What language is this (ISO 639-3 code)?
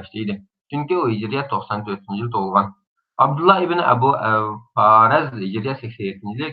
uig